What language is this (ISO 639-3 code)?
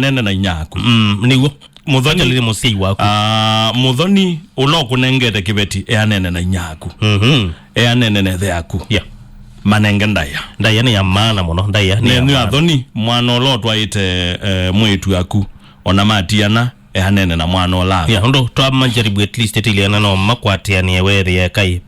kam